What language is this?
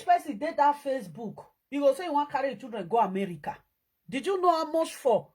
Nigerian Pidgin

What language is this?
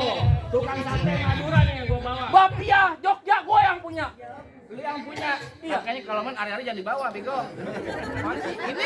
Betawi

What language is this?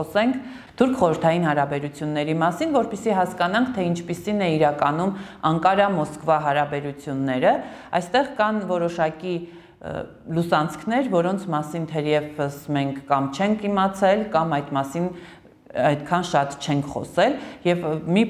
Armenian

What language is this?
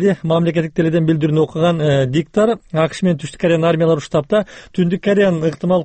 Kyrgyz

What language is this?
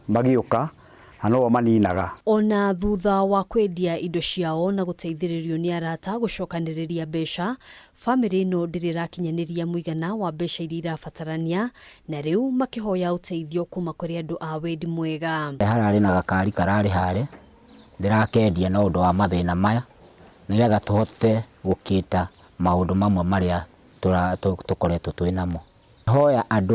Kikuyu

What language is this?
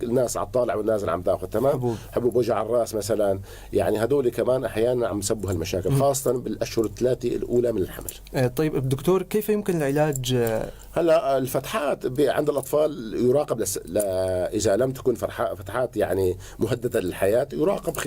North Levantine Arabic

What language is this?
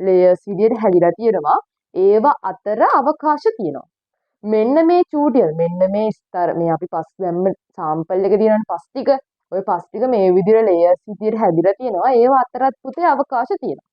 Sinhala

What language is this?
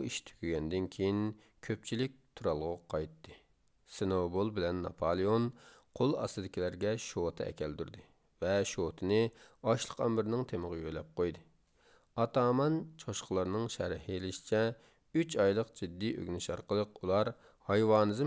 Uyghur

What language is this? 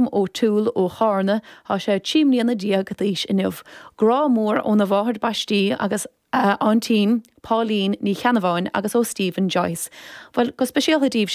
Irish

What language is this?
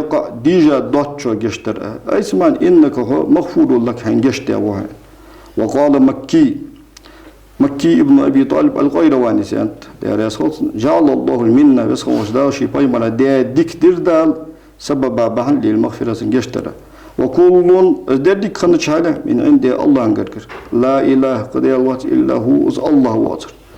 Ingush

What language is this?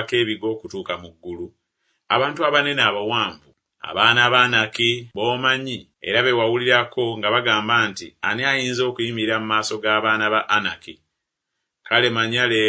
Ganda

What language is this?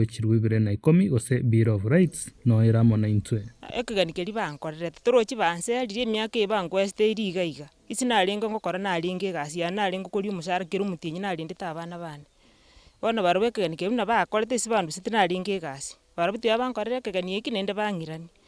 Gusii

